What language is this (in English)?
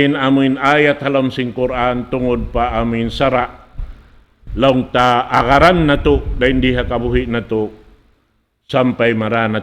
Tausug